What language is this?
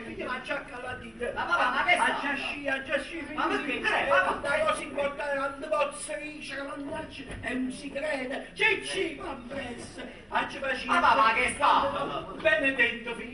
Neapolitan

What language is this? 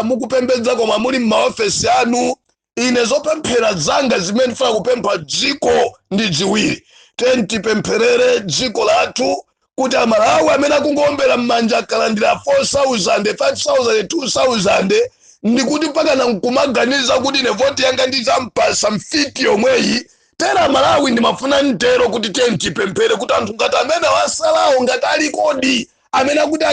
Nyanja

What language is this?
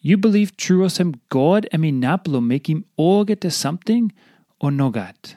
Tok Pisin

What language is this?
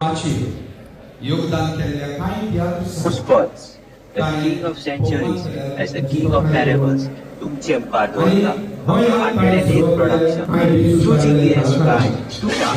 Konkani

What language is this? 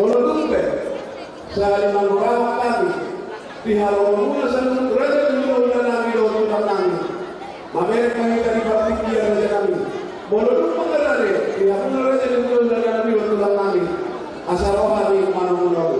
Batak Toba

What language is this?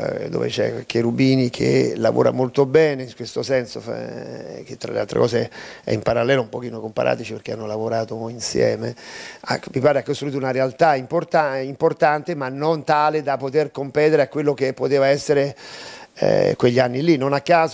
Italian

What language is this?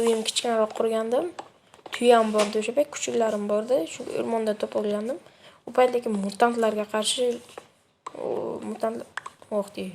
Uzbek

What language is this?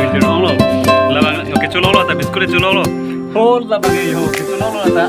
Karbi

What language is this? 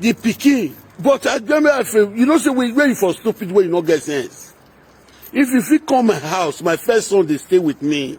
Nigerian Pidgin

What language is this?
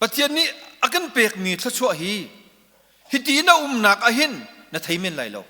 Hakha Chin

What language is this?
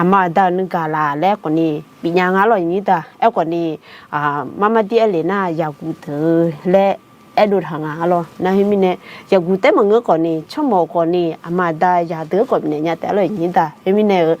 Akha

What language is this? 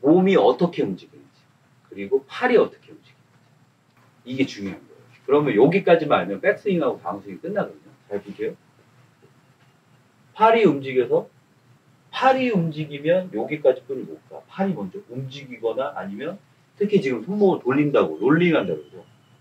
Korean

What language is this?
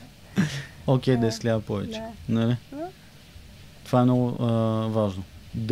Bulgarian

